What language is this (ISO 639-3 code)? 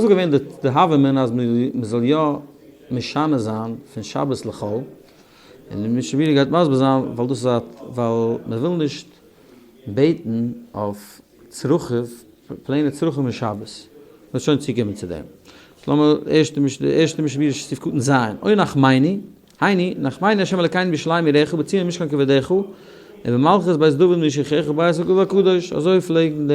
yid